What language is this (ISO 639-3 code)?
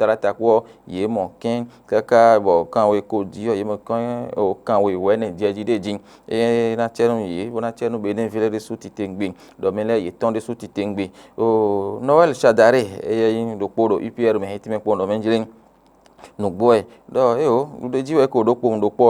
fon